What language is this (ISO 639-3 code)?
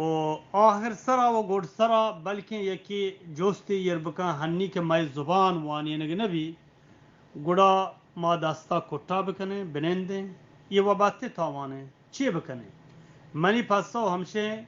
bgp